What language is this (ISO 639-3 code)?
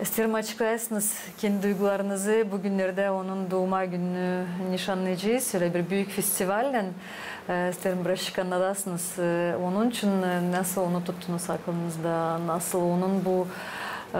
gag